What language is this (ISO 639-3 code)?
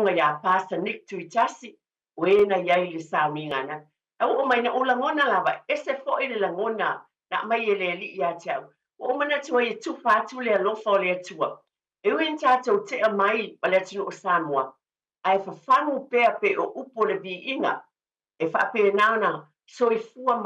smo